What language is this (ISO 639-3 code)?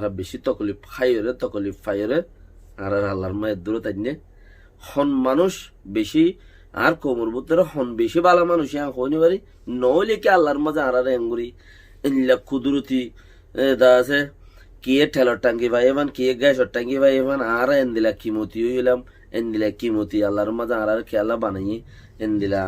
rhg